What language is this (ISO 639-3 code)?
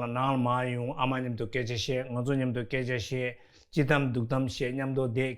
bod